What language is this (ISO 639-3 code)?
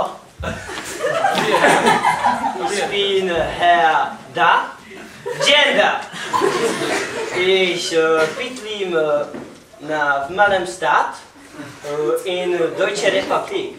ces